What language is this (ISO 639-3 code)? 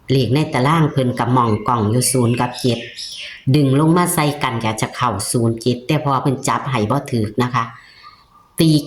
tts